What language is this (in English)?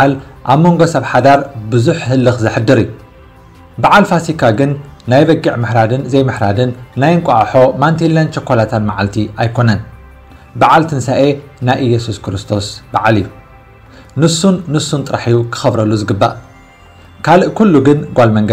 Tigrinya